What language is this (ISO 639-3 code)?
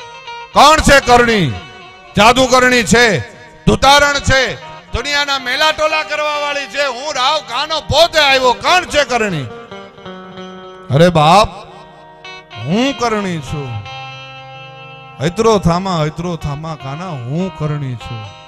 guj